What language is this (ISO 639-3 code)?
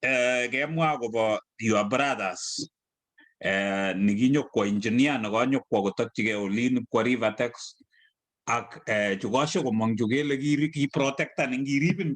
kln